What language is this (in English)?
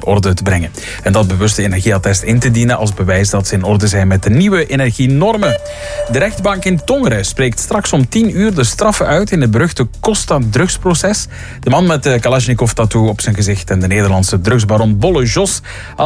Dutch